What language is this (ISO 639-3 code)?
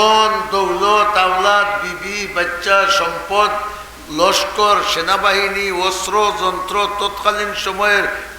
syl